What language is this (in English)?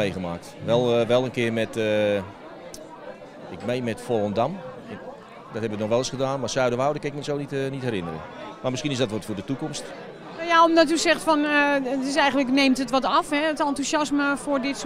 Dutch